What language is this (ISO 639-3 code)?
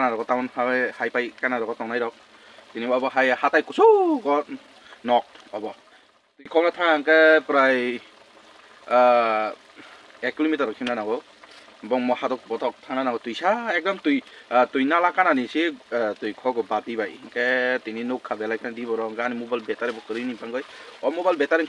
trp